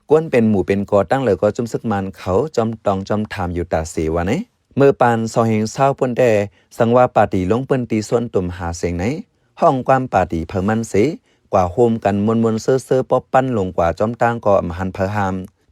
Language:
Shan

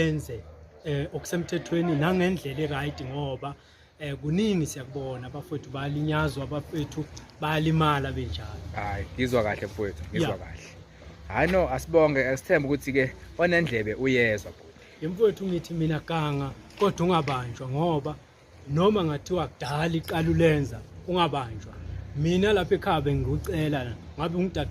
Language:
Zulu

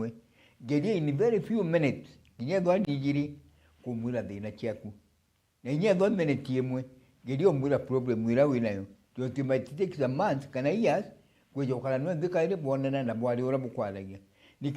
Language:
Meru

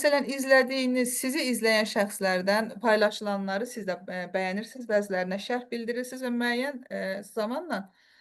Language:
Azerbaijani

